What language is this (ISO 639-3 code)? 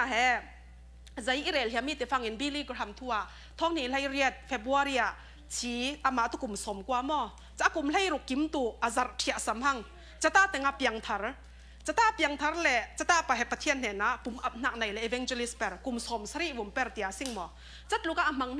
cfm